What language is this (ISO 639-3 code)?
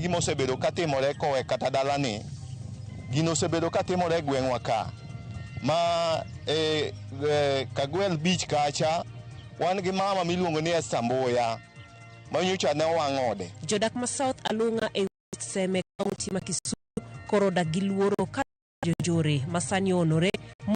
luo